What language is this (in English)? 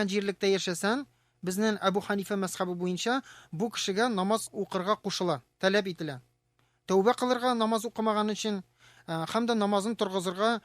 Tatar